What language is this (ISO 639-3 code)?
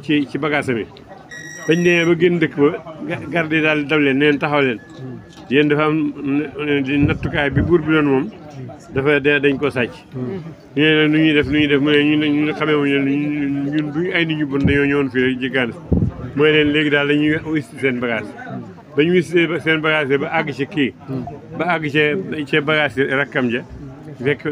wol